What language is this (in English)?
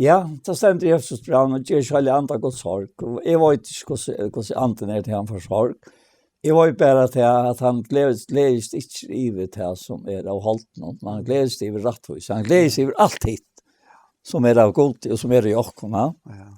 Faroese